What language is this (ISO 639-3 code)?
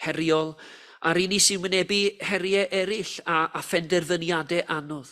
cym